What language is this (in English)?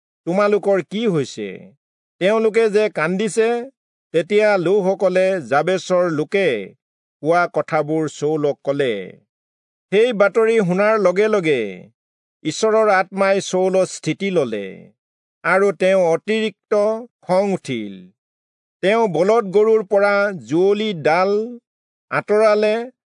Assamese